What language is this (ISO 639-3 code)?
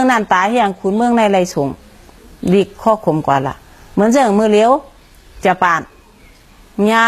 shn